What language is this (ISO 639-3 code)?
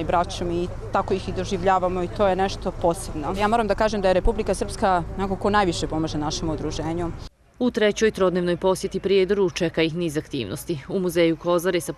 bos